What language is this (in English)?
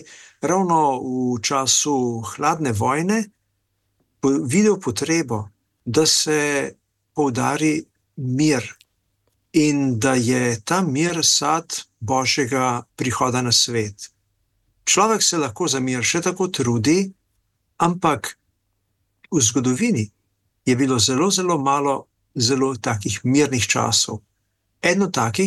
Slovenian